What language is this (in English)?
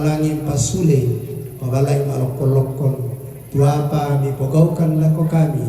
Toraja-Sa'dan